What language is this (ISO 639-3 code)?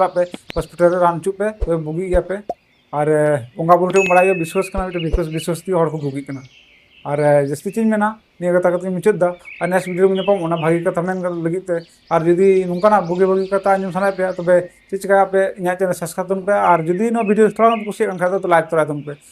sat